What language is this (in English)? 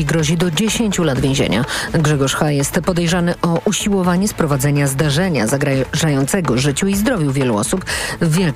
Polish